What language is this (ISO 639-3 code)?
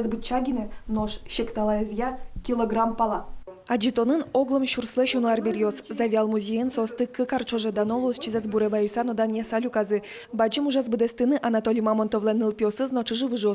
udm